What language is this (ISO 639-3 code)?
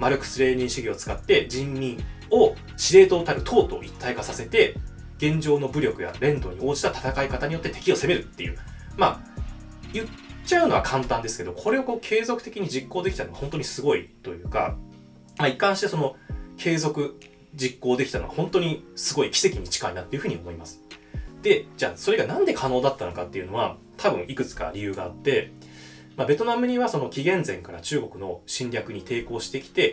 jpn